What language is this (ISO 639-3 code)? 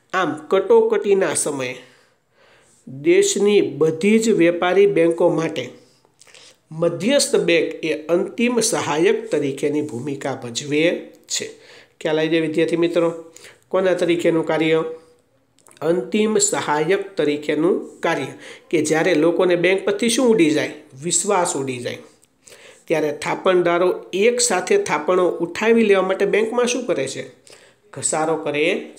guj